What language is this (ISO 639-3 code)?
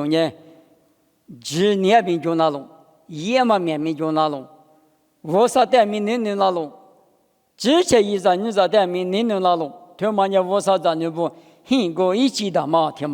lis